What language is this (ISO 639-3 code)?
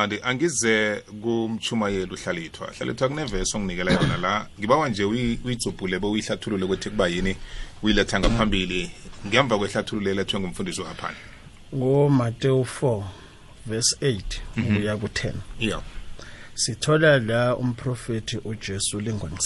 nbl